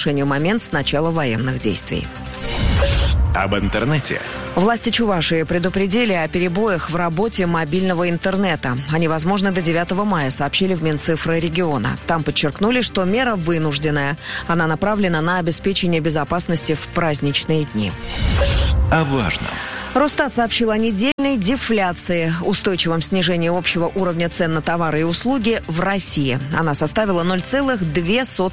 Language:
Russian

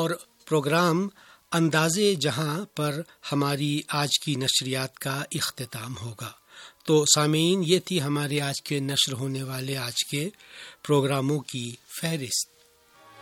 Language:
Urdu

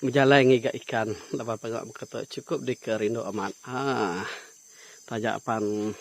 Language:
Iban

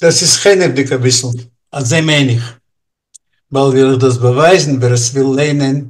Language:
Yiddish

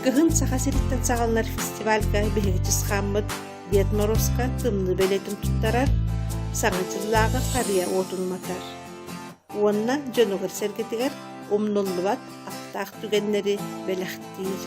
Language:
Yakut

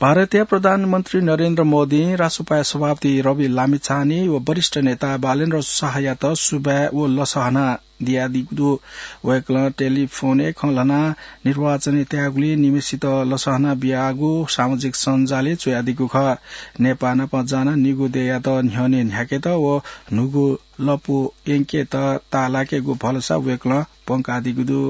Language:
Newari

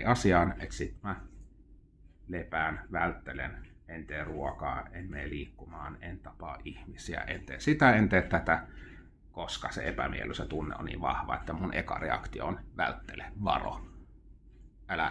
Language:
Finnish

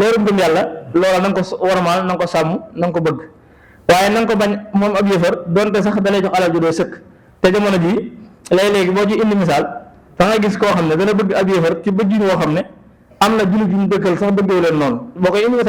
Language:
Wolof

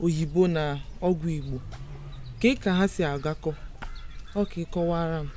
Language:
Igbo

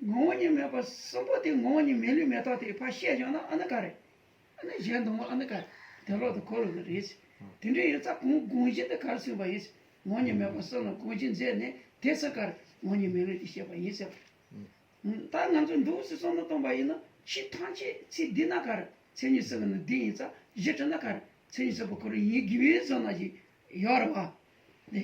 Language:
Tibetan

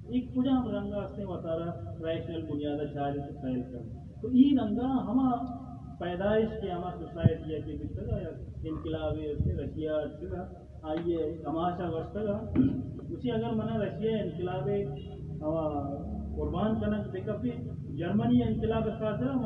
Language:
Baluchi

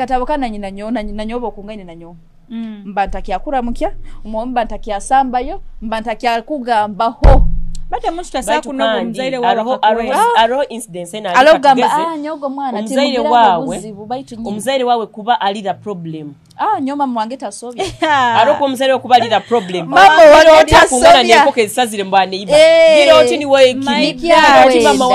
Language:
Nyoro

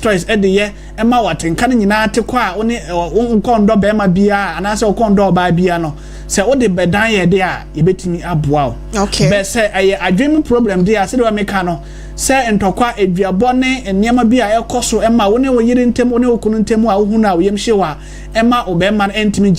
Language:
Akan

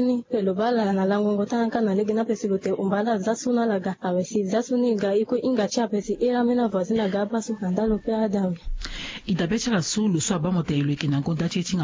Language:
Sango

